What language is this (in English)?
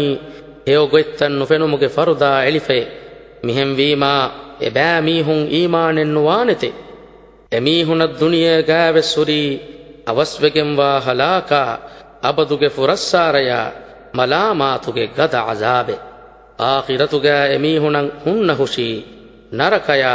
Divehi